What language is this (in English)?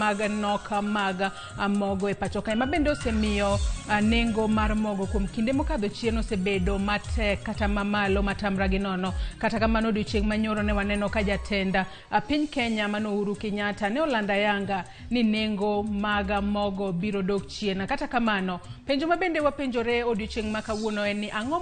Luo (Kenya and Tanzania)